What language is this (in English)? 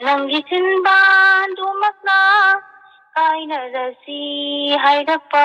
Manipuri